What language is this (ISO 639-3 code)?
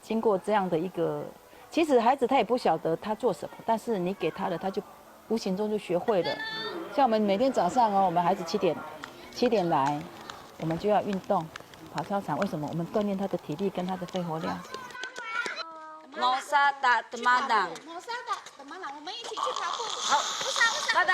trv